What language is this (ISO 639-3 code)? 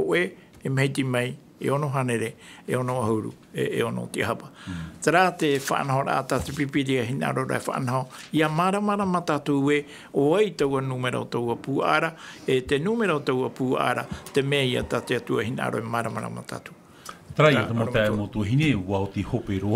tah